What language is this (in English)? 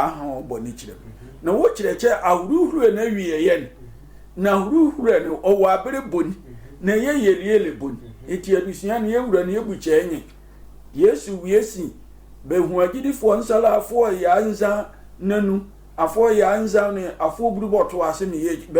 Sehwi